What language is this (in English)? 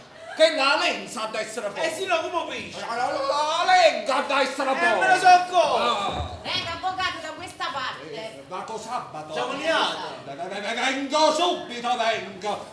Neapolitan